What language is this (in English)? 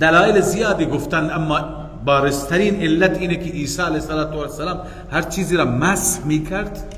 Persian